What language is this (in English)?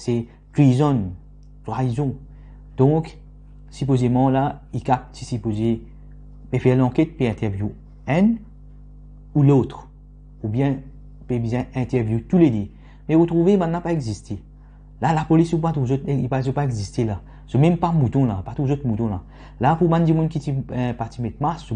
Morisyen